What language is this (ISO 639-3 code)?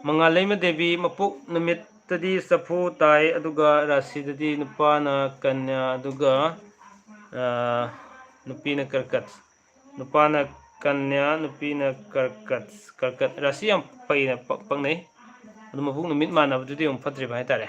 mni